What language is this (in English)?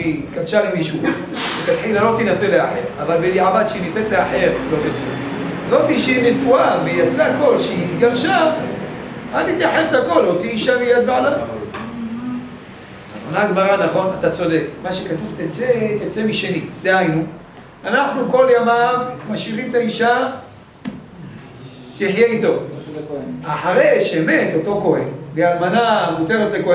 Hebrew